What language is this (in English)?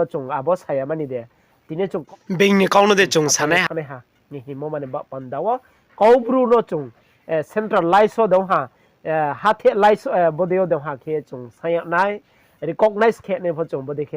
Riang (India)